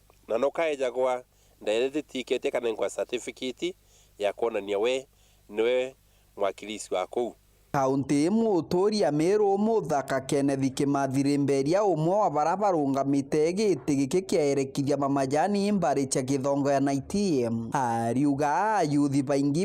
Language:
Meru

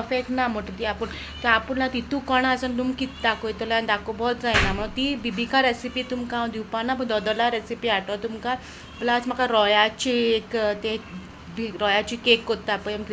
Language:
Konkani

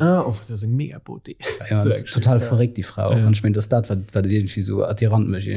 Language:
Luxembourgish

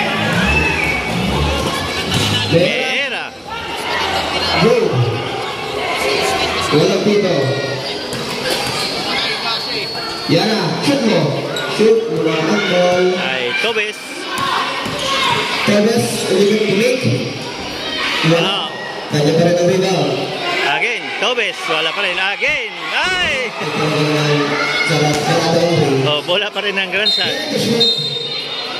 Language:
Filipino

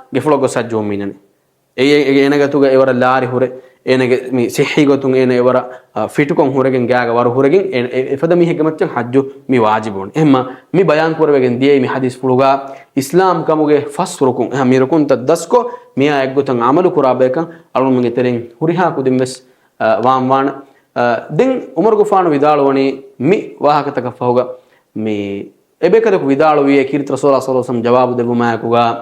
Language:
Divehi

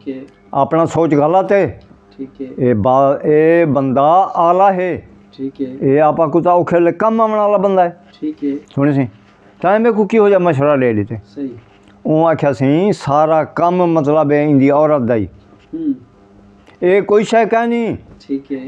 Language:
Saraiki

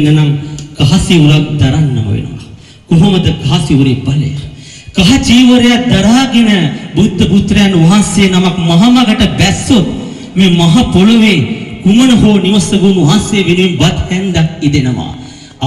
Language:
Sinhala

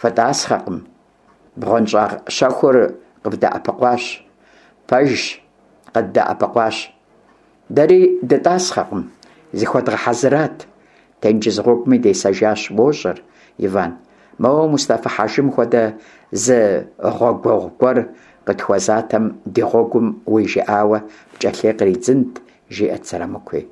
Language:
Kabardian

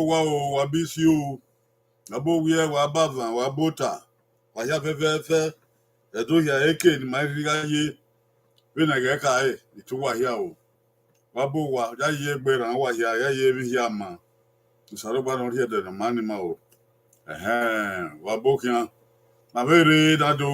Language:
Bini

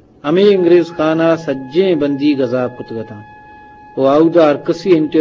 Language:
Eastern Balochi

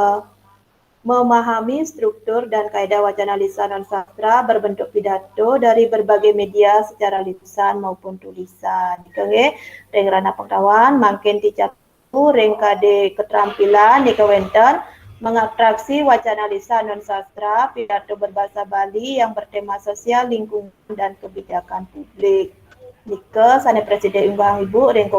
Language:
Balinese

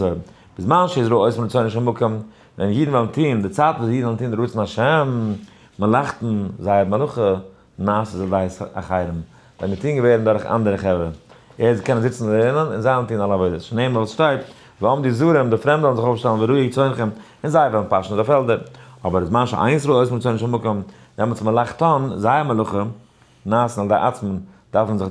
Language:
Yiddish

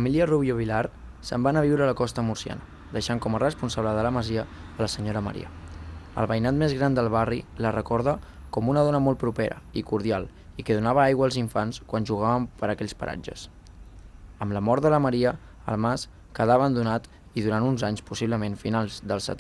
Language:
Catalan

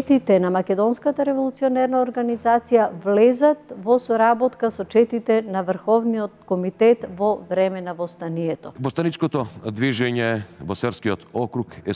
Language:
Macedonian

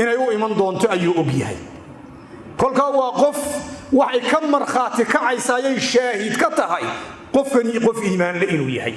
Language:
Somali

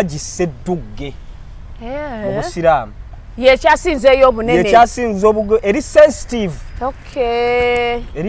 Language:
Ganda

